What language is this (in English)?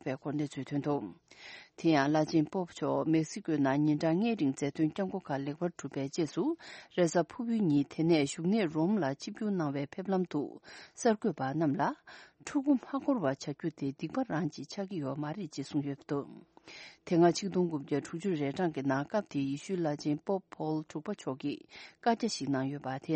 Tibetan